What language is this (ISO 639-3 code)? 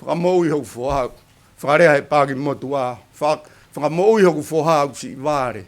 ton